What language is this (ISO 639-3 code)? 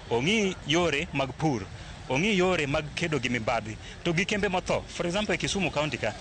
luo